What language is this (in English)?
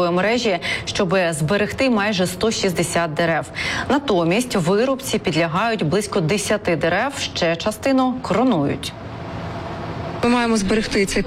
Ukrainian